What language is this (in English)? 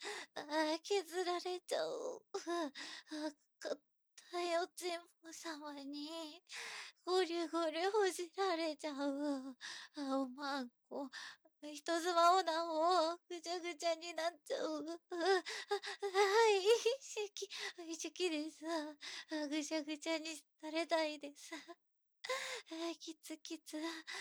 Japanese